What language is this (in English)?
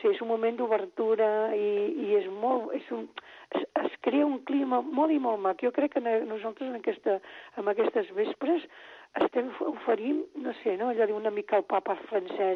Catalan